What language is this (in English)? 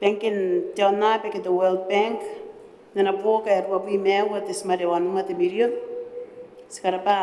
Gilbertese